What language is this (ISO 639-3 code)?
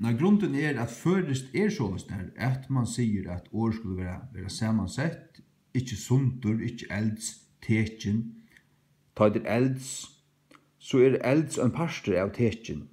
fao